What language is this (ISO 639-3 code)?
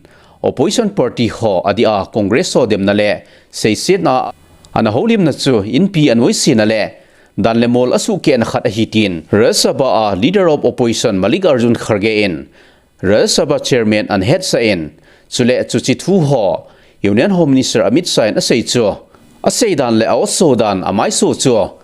tcz